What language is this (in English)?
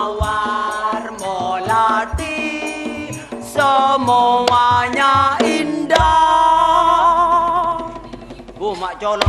Madurese